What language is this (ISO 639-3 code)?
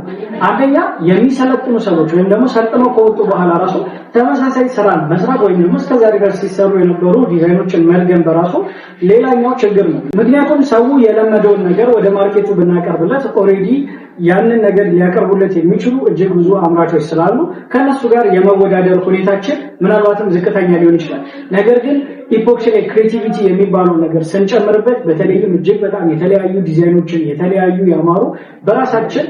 amh